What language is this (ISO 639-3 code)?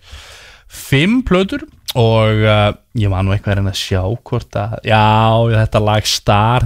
isl